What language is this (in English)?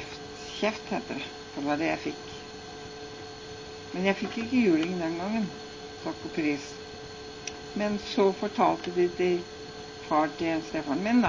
Norwegian